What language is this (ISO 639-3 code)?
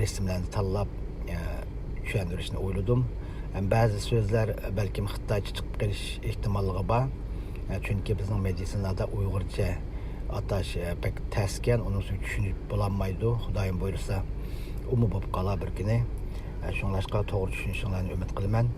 uig